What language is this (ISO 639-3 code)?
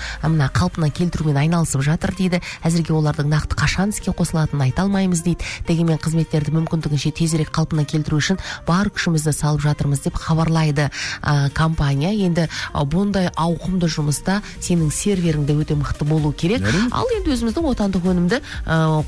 kaz